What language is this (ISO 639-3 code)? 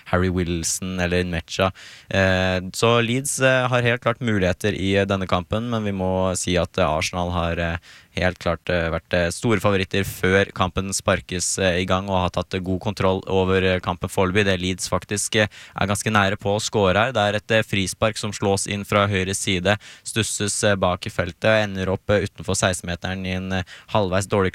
nor